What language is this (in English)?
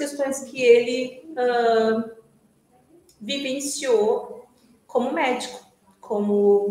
Portuguese